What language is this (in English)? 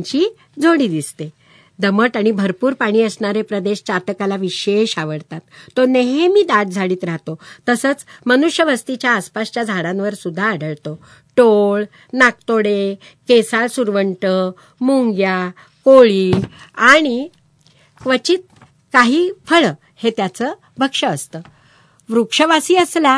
Marathi